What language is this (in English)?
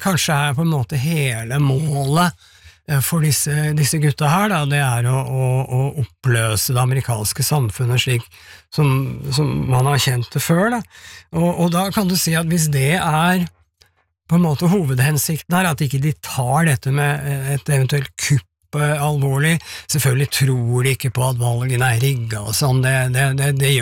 Norwegian